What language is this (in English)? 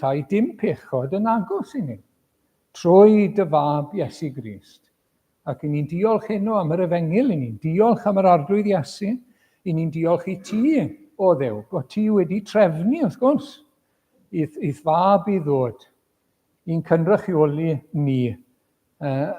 Welsh